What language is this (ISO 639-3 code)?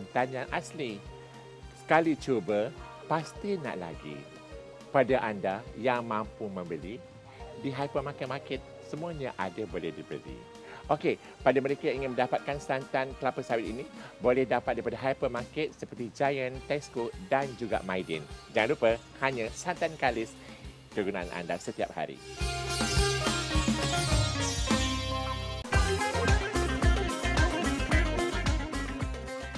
msa